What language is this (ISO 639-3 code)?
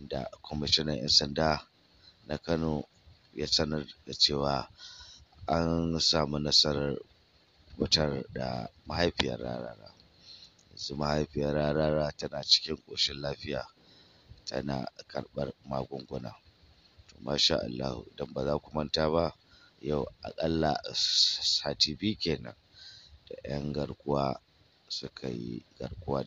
hau